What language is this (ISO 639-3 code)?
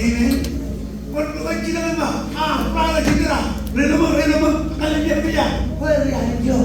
mah